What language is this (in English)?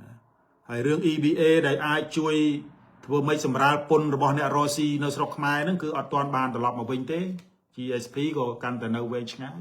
Khmer